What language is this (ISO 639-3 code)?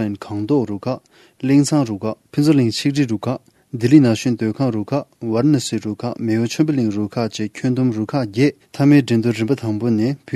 bod